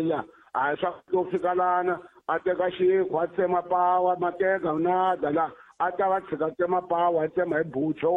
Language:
Tsonga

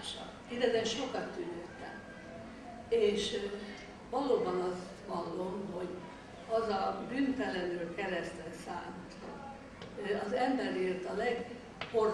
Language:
Hungarian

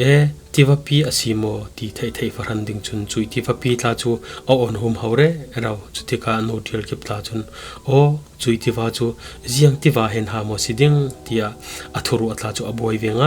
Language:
Falam Chin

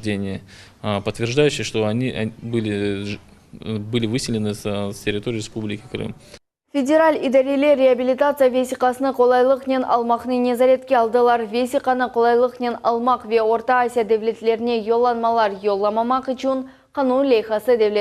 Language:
Crimean Tatar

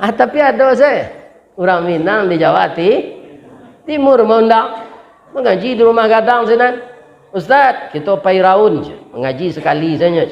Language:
Minangkabau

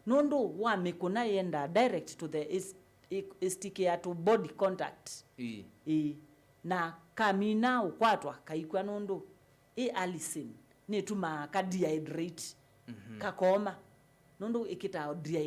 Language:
Kamba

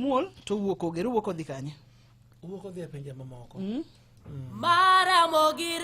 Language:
Luo (Kenya and Tanzania)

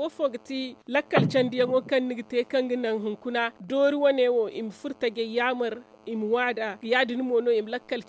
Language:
Zarma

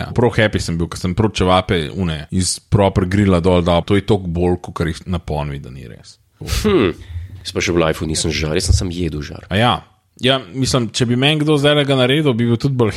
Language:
Slovenian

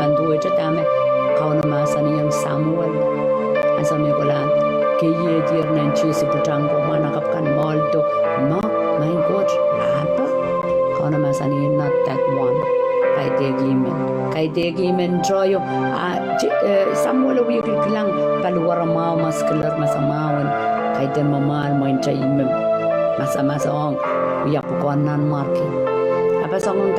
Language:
Pohnpeian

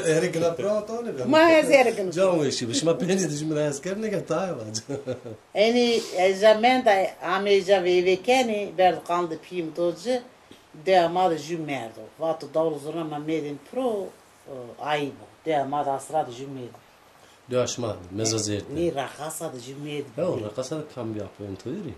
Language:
Zaza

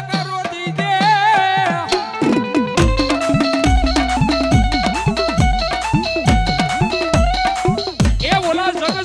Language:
Gujarati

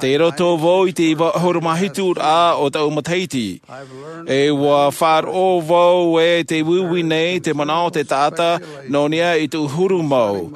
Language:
Tahitian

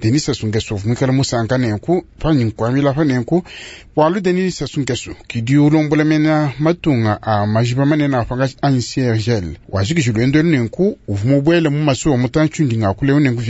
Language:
Luba-Lulua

